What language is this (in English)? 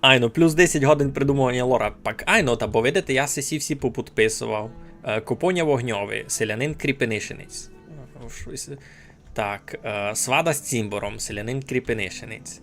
Rusyn